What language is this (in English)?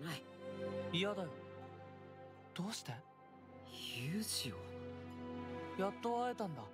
Japanese